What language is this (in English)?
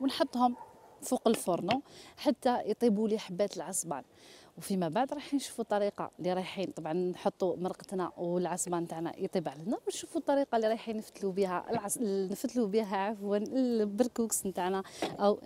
Algerian Arabic